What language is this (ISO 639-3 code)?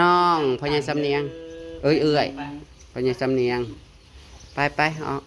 tts